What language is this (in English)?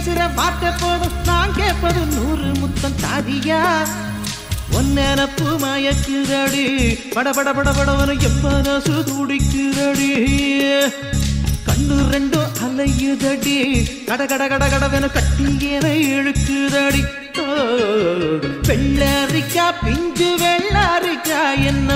Tamil